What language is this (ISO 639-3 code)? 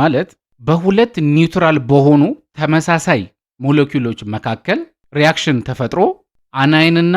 amh